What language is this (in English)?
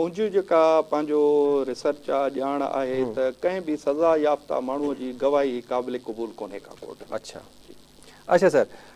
Sindhi